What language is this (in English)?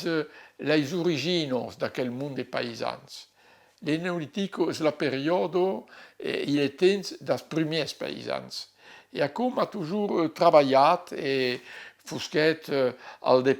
Occitan